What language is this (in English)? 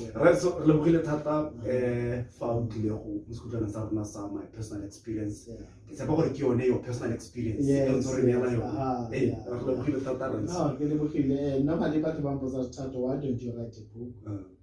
Tswana